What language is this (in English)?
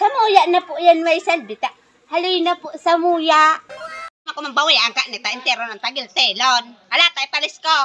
Bikol